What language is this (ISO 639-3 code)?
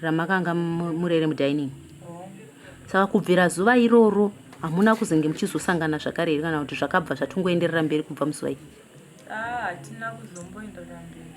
sna